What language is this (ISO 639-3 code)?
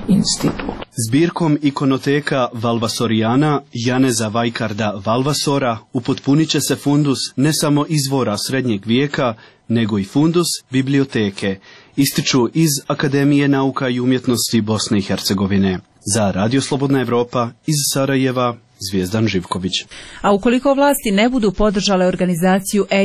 bos